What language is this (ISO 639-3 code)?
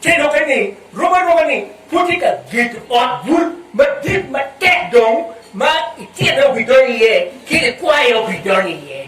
ach